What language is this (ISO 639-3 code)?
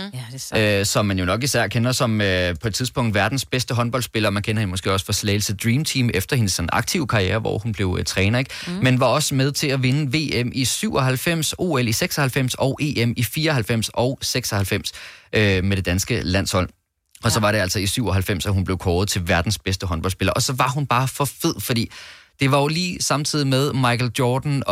dan